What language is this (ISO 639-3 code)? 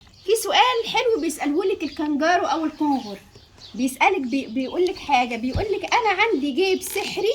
arz